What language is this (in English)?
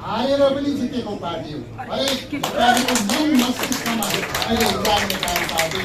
Nepali